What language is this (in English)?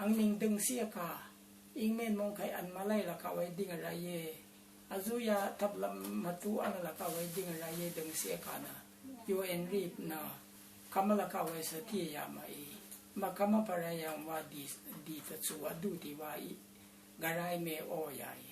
Rawang